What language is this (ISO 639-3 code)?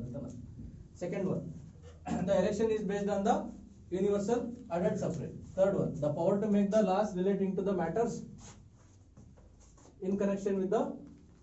kan